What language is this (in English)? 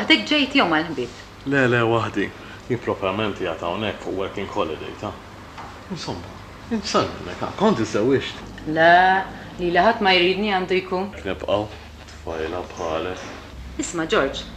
Maltese